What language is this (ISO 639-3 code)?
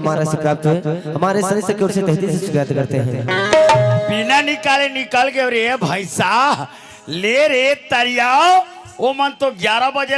hne